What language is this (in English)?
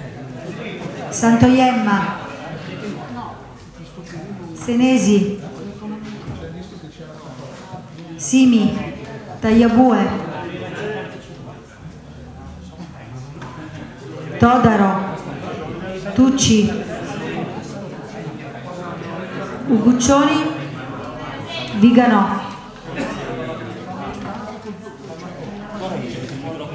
Italian